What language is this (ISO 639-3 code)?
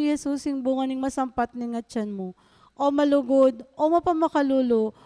pam